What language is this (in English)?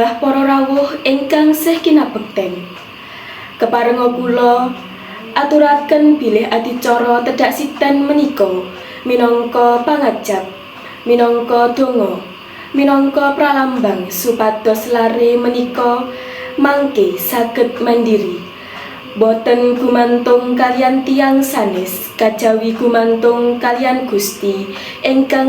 Javanese